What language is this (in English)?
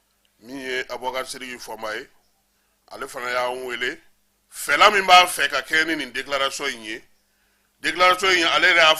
Bambara